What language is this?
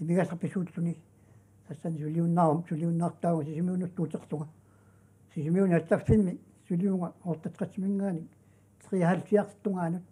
Kalaallisut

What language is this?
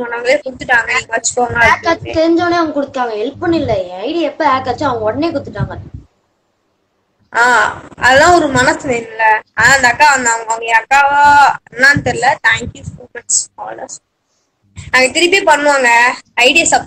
Tamil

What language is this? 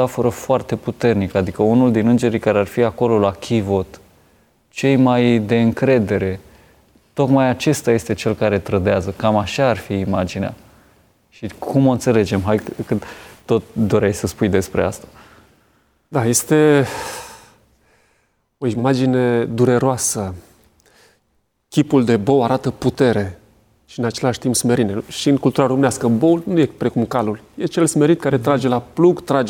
Romanian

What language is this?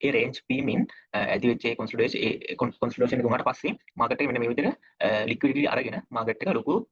Sinhala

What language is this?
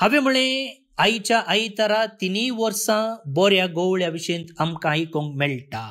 Konkani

